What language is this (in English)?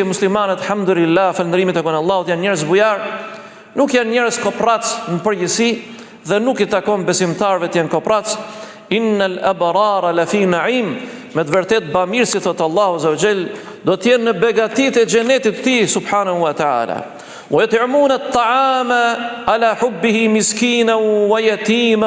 Albanian